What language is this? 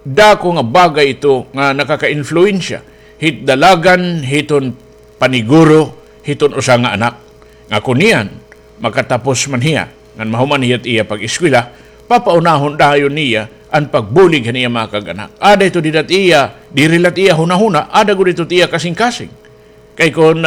Waray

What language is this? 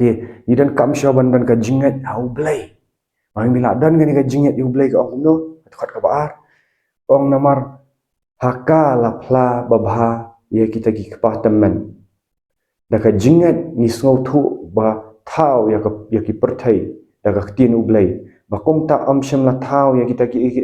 Khasi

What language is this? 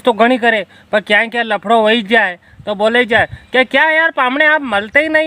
Rajasthani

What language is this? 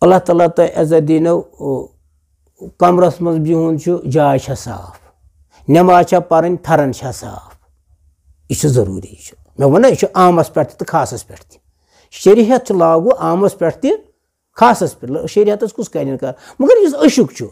Kashmiri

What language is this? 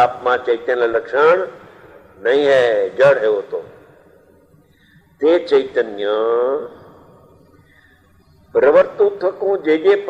Gujarati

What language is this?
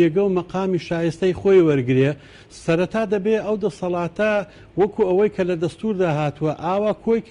Central Kurdish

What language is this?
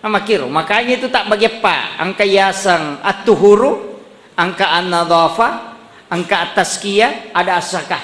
Buginese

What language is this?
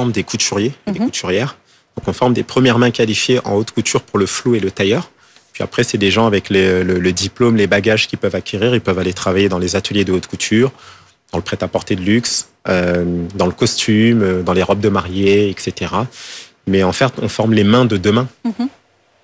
French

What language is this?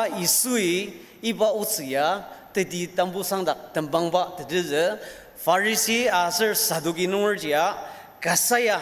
Ao Naga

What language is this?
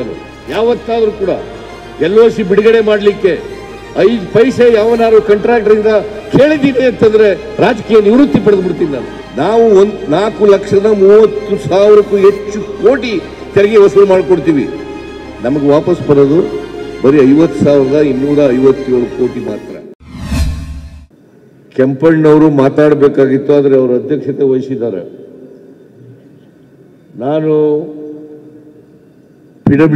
Kannada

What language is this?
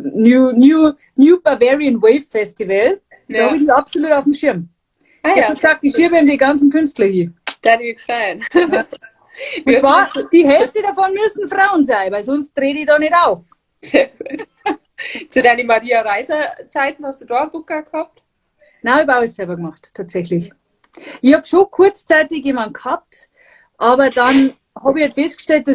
Bavarian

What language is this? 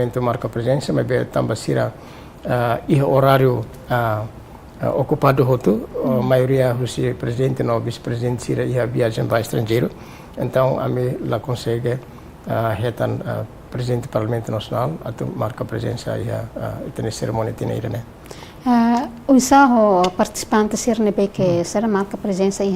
Tetum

